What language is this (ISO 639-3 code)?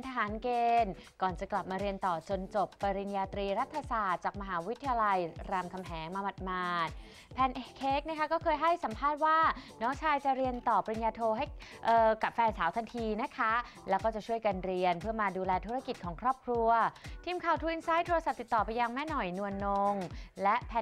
tha